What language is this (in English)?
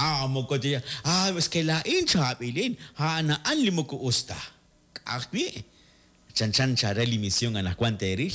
Kekchí